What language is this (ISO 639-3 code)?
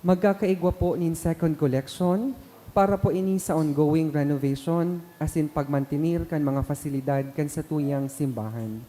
bik